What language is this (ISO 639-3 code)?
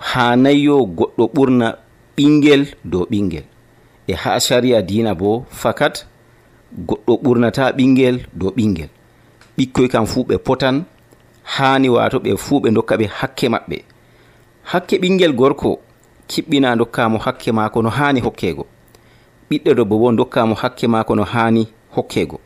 fuv